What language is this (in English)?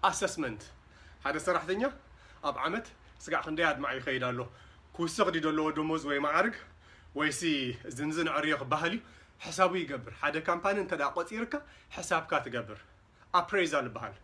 Tigrinya